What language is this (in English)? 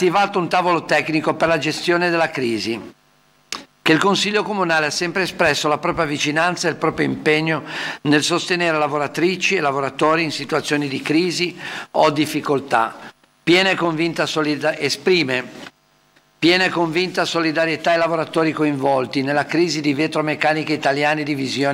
Italian